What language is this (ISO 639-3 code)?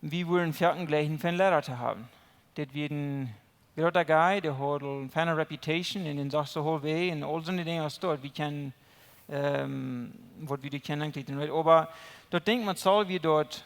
pdt